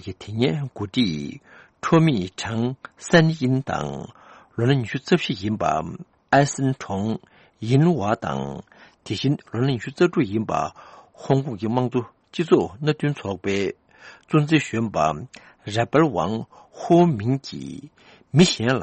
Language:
Tibetan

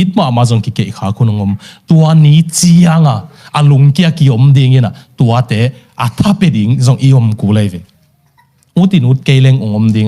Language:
Tedim Chin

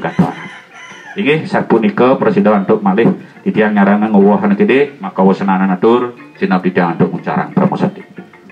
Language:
Balinese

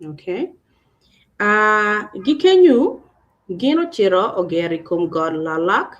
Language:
Acoli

